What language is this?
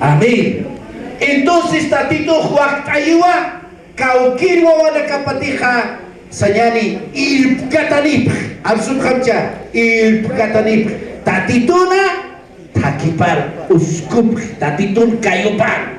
Aymara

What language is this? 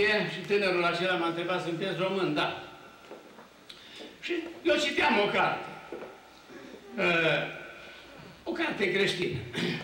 Romanian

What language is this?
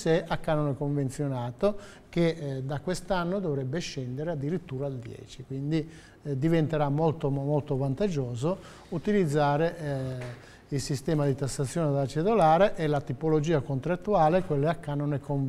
Italian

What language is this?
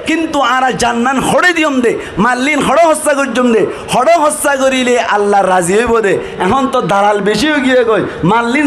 Rohingya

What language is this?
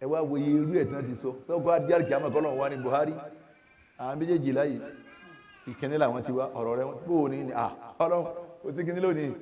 Yoruba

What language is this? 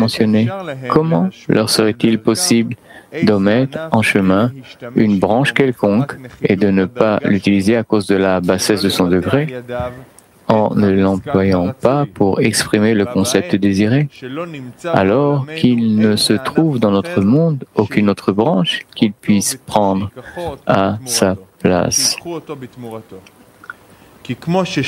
French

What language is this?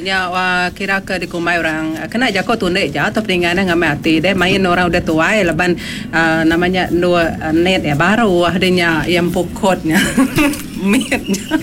Iban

